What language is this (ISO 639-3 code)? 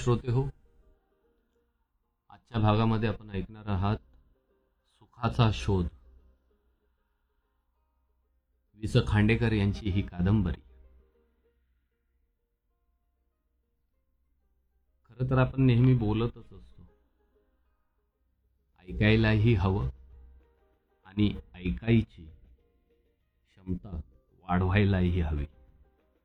mar